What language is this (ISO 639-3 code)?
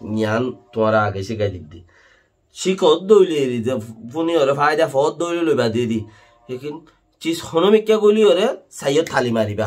rhg